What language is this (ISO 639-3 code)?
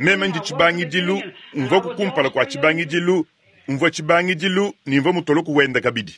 lua